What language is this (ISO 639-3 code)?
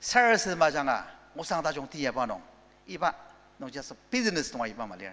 njo